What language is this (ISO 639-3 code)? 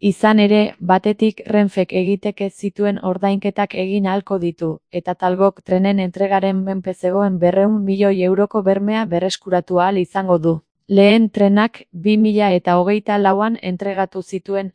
eus